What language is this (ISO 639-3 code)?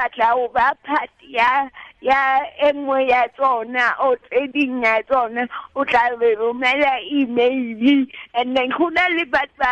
tsn